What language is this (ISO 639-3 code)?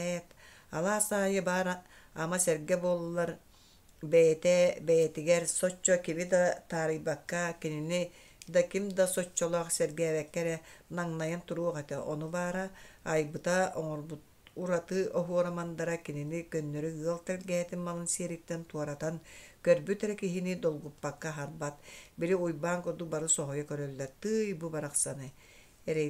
sah